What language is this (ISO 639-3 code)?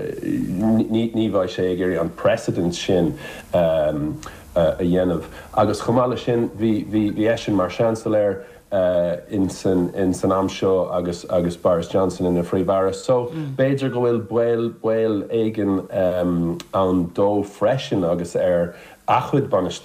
gle